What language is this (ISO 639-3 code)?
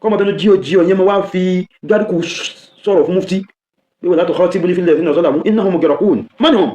yor